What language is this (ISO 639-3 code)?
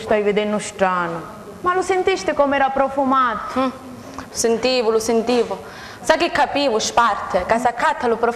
scn